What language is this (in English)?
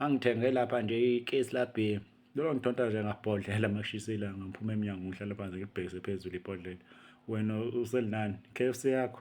Zulu